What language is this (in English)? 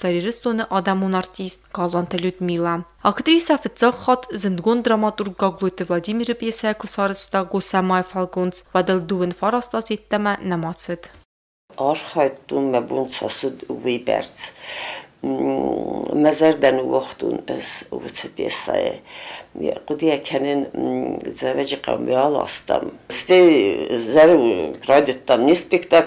Ossetic